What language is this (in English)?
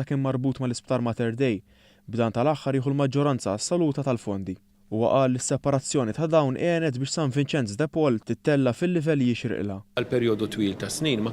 Maltese